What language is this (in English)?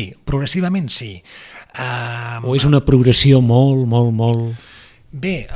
Catalan